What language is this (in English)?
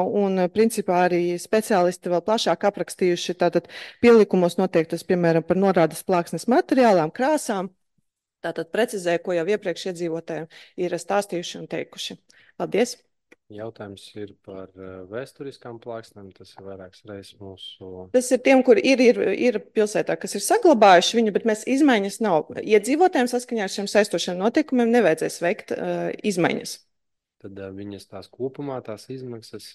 Latvian